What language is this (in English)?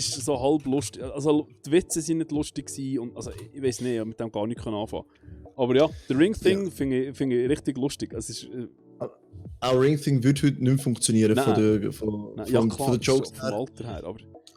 Swiss German